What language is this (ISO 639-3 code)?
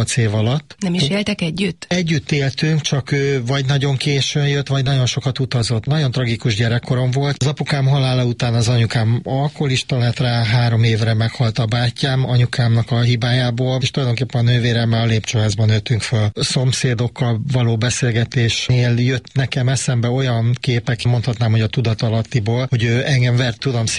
hun